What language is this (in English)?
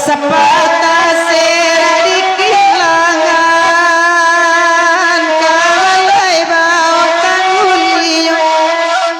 Minangkabau